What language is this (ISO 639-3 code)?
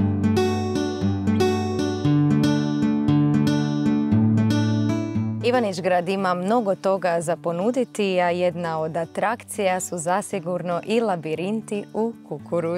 hrv